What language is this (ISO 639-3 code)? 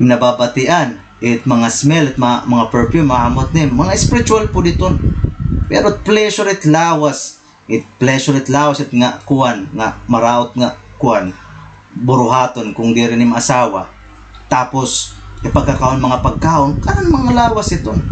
war